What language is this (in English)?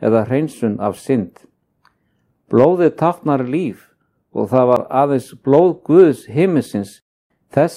Icelandic